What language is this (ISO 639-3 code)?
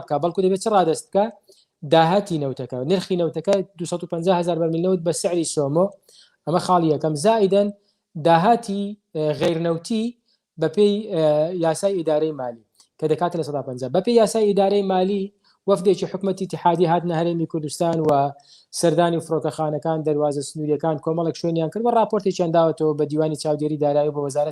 ckb